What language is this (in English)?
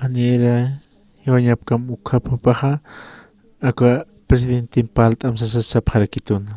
Aymara